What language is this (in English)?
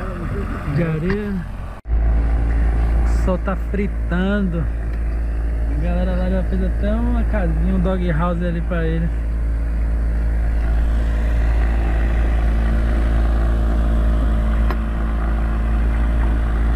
Portuguese